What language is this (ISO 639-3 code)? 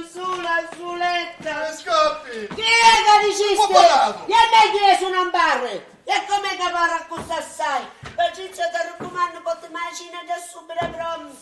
scn